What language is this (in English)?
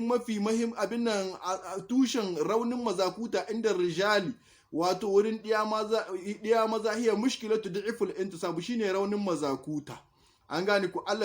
Hausa